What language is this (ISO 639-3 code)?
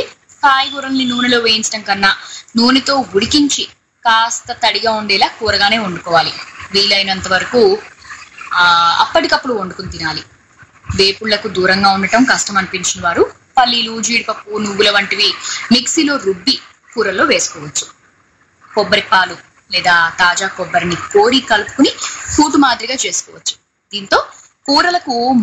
tel